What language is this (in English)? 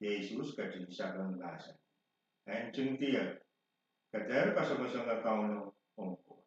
Pohnpeian